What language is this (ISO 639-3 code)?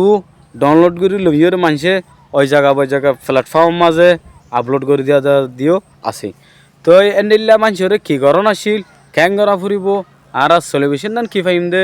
rhg